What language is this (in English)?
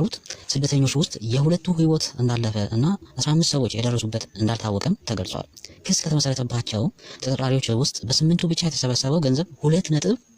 Amharic